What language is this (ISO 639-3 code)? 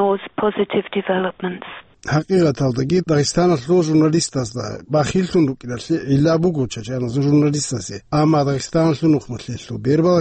ava